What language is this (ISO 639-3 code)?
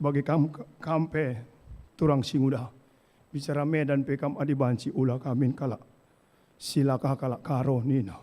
btx